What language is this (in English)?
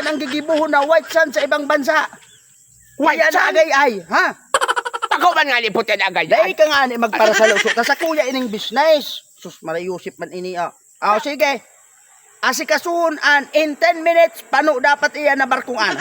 Bikol